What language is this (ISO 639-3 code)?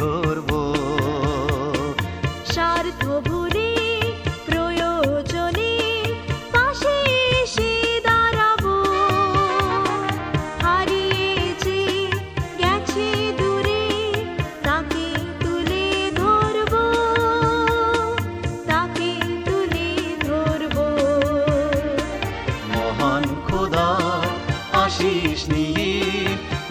ben